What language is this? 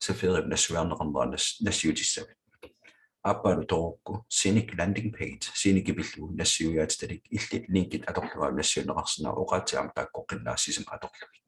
Kalaallisut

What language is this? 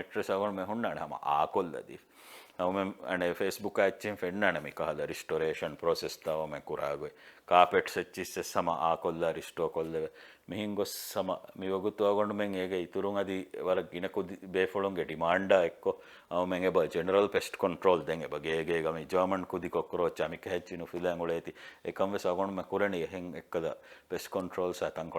Divehi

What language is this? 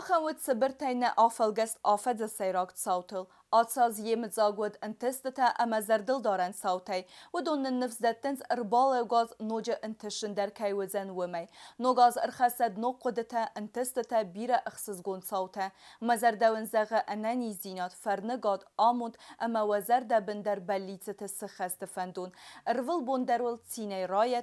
Ossetic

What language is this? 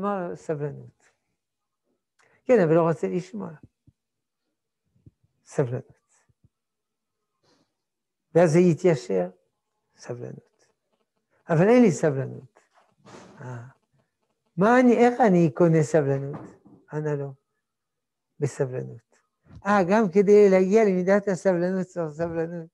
Hebrew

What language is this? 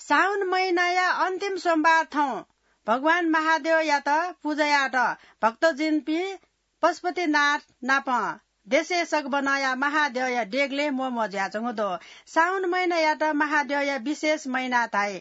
Newari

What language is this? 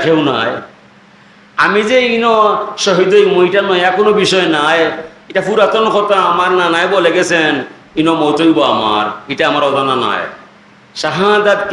Sylheti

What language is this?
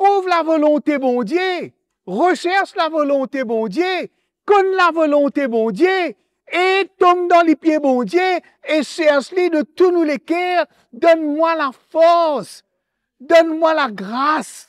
Morisyen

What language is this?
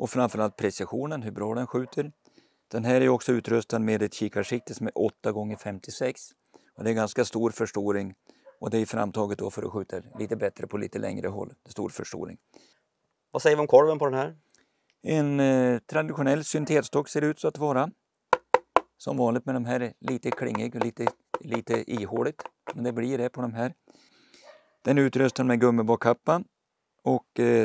Swedish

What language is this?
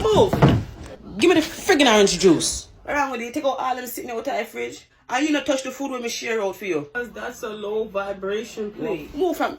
Jamaican Creole English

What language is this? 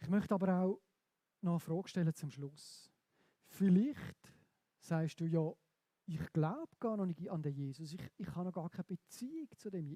Swiss German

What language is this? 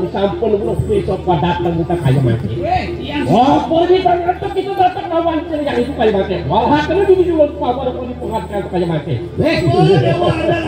Balinese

